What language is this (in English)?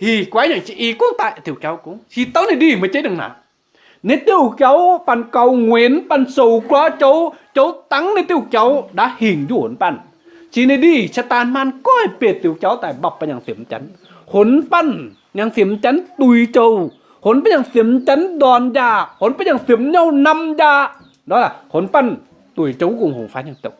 Kim Mun